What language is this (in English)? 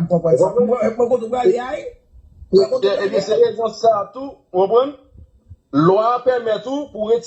Haitian Creole